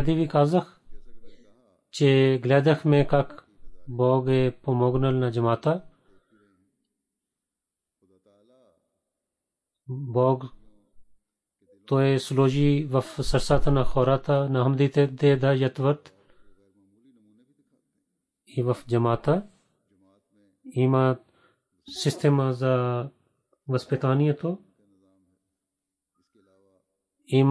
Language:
Bulgarian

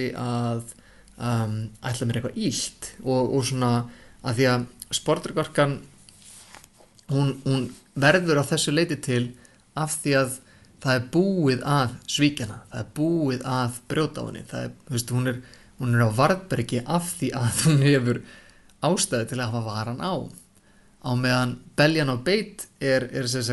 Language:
Icelandic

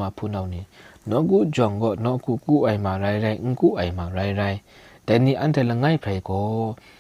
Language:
Kachin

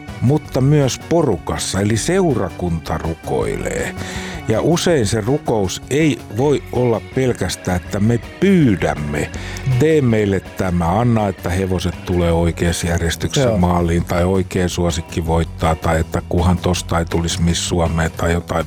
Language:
Finnish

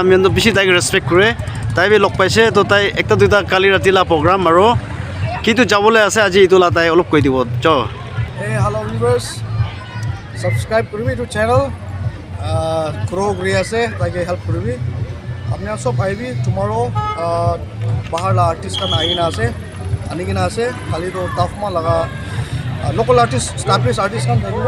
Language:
Naga Pidgin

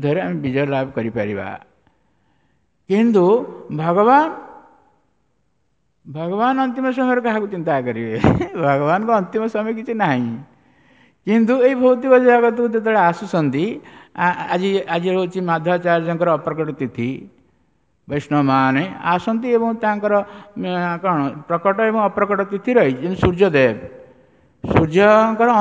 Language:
Odia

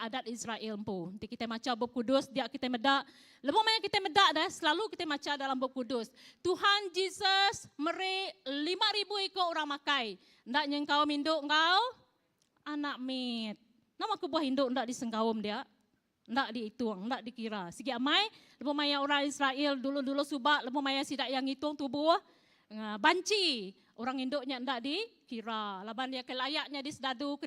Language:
Iban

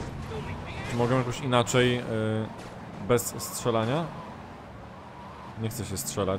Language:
Polish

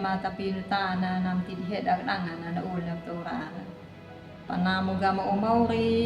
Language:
Anakalangu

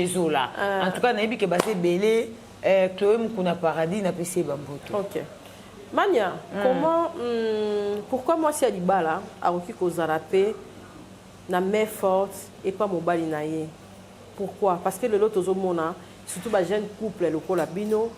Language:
Lingala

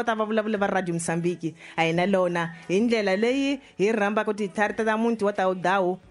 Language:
Tsonga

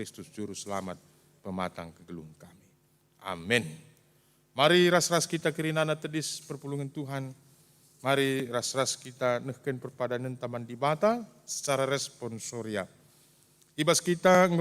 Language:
Batak Karo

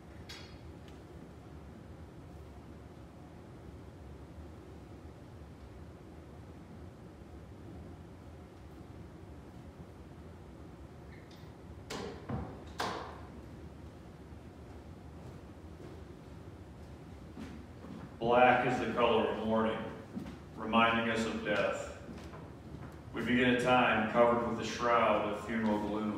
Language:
English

